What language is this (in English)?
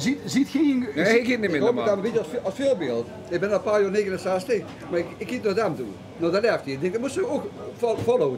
Limburgish